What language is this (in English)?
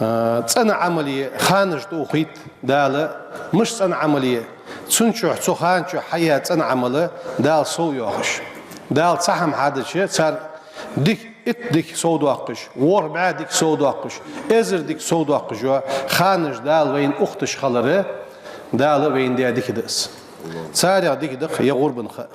Ingush